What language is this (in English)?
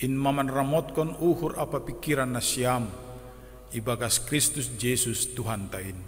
Batak Simalungun